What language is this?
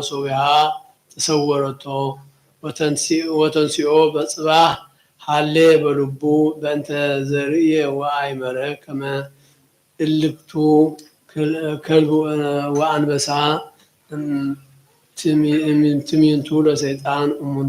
Geez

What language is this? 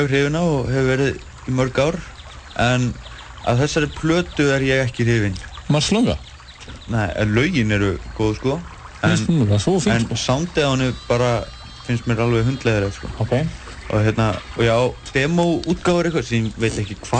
Icelandic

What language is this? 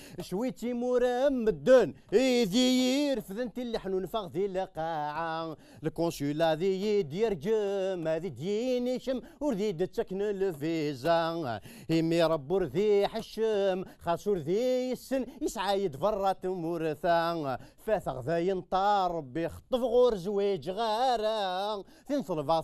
Kabyle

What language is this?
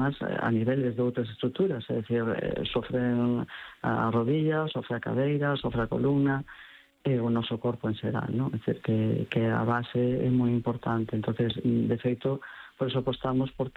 Galician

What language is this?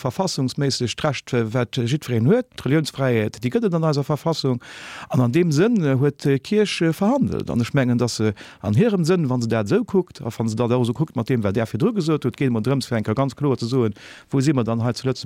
Luxembourgish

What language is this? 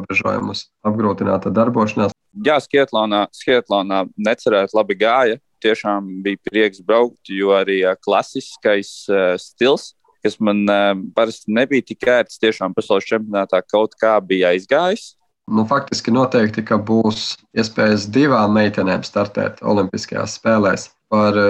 Latvian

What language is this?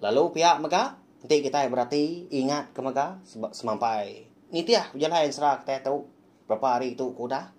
Iban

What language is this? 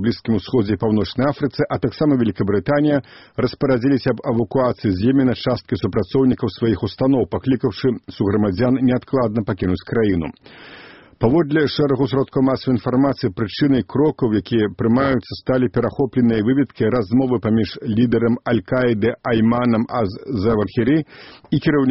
Belarusian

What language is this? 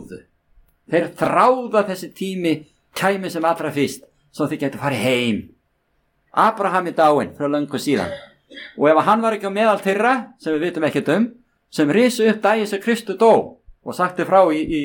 Icelandic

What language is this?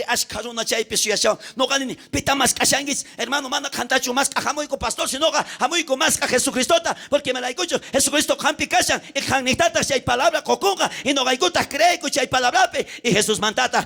South Bolivian Quechua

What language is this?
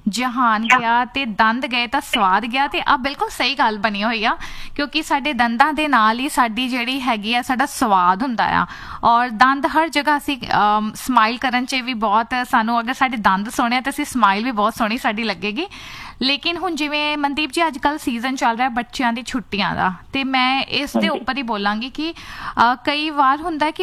Punjabi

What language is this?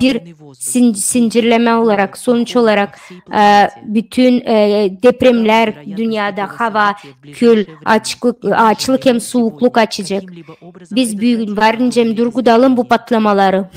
Gagauz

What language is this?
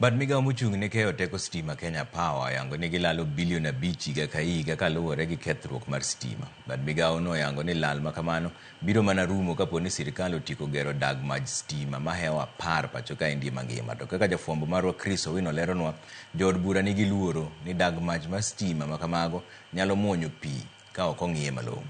Luo (Kenya and Tanzania)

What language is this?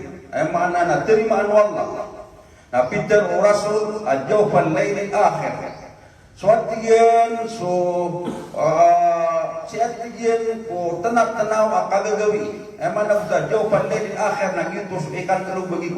Maranao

